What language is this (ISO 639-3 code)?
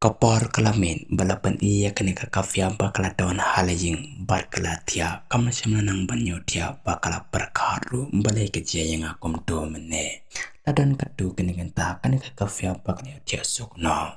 kha